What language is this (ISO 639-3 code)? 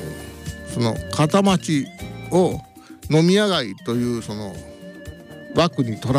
jpn